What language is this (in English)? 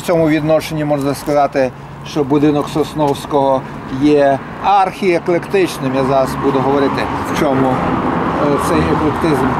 Ukrainian